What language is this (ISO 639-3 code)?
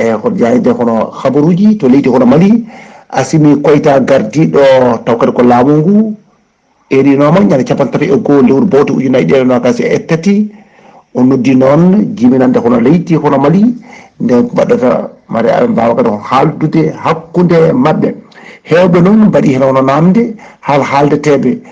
ful